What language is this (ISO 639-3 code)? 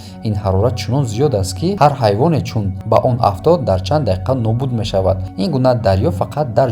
tgk